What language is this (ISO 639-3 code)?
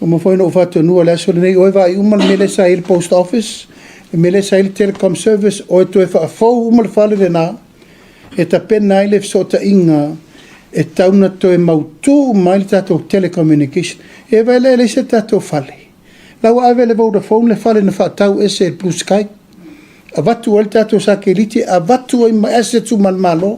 smo